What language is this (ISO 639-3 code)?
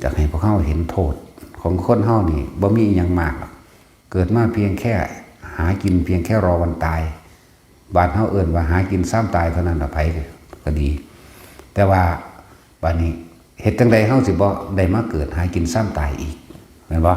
tts